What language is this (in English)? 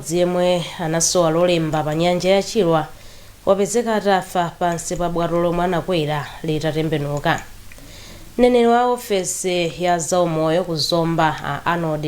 Nyanja